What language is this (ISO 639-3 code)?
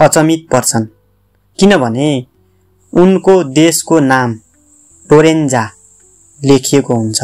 nep